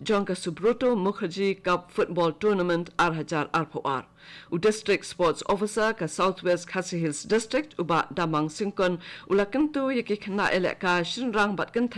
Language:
Khasi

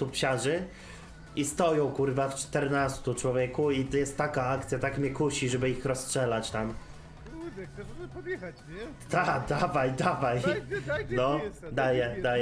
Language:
Polish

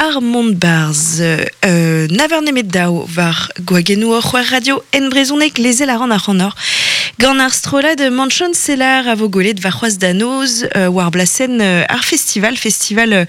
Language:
Breton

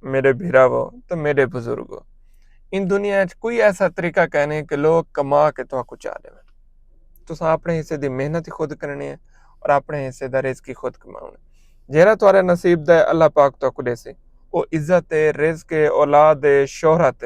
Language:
Saraiki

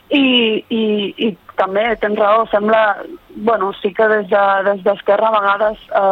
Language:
Catalan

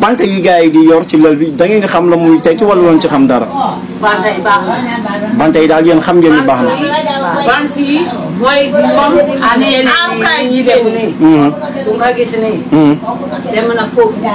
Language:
Wolof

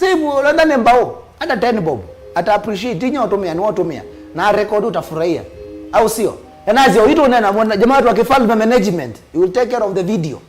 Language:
Kamba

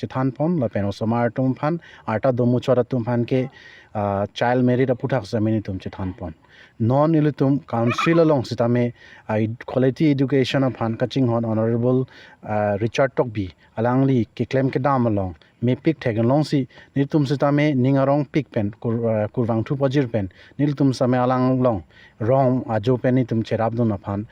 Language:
Karbi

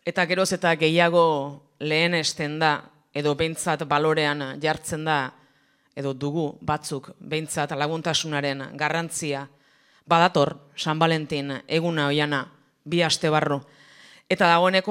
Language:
Basque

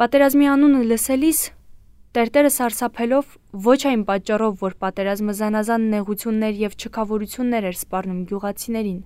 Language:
Armenian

